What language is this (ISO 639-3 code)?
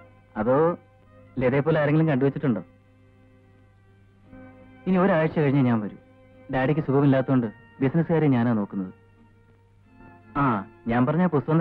mal